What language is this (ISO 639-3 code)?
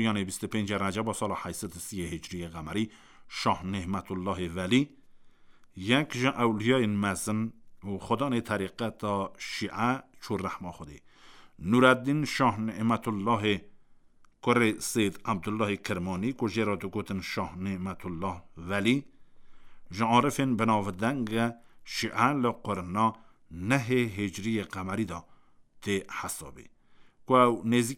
kur